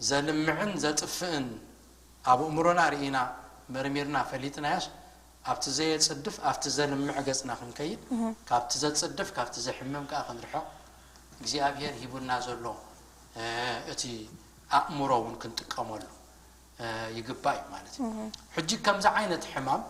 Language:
Tigrinya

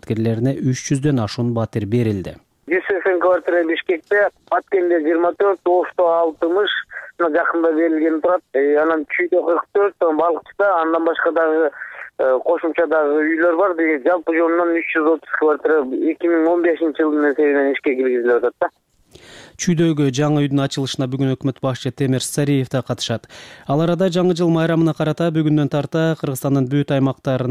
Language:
Kyrgyz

